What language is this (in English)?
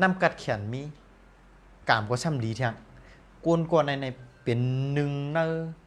Shan